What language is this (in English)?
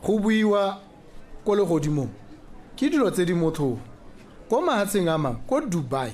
Tswana